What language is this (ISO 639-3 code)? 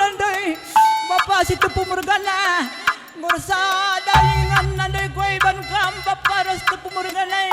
btx